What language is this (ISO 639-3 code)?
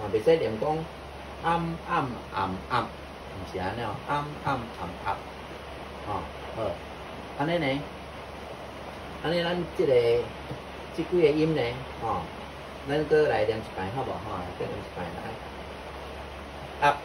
nan